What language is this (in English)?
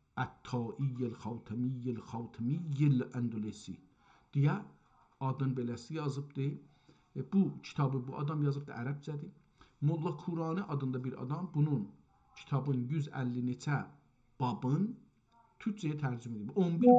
South Azerbaijani